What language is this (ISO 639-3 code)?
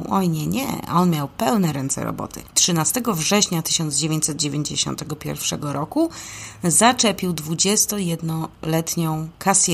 pol